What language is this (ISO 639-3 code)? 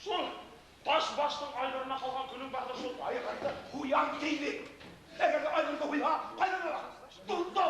bak